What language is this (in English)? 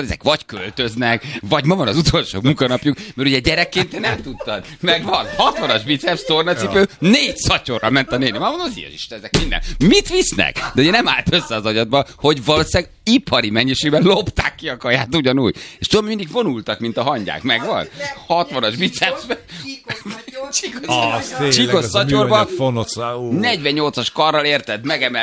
Hungarian